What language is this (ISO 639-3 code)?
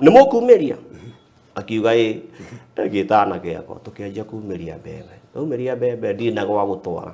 kik